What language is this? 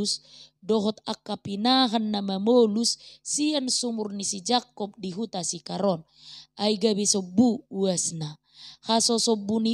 Batak Toba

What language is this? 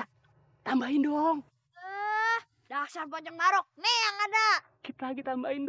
Betawi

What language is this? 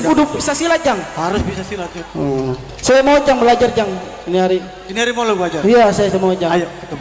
Betawi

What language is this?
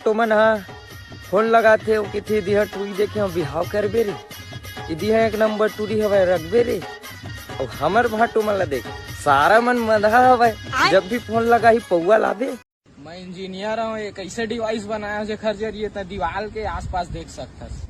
Chhattisgarhi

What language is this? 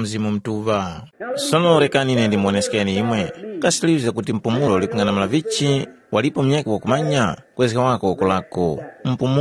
Tumbuka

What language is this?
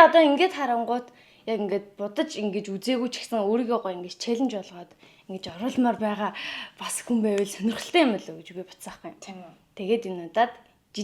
Mongolian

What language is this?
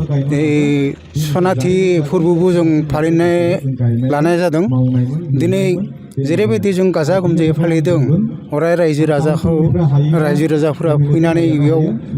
Bodo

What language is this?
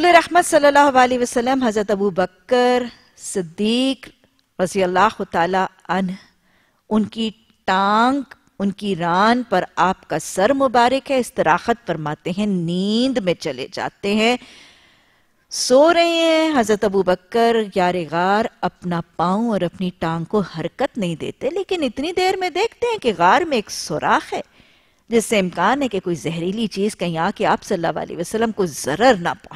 Urdu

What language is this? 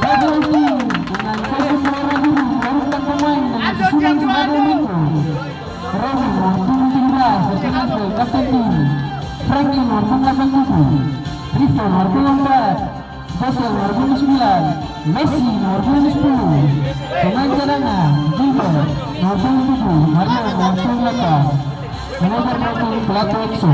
Ambonese Malay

